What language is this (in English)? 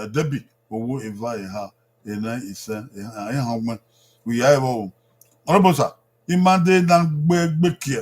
Bini